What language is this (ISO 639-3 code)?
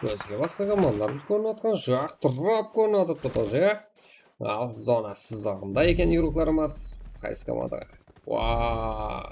kaa